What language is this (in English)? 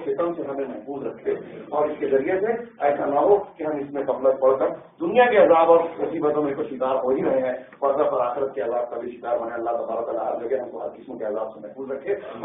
Urdu